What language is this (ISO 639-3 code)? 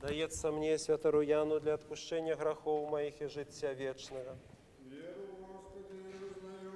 bel